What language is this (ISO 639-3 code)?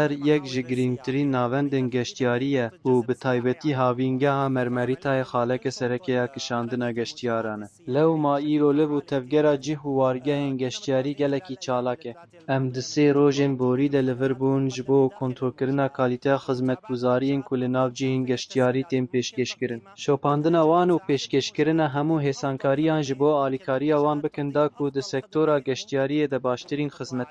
kur